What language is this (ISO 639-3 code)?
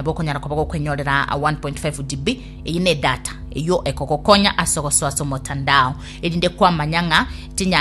guz